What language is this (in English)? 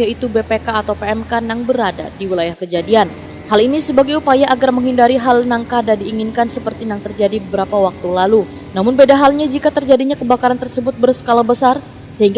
Banjar